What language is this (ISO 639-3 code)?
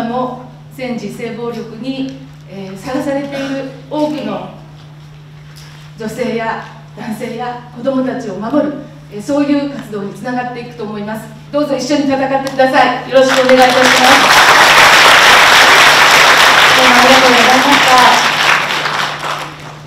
jpn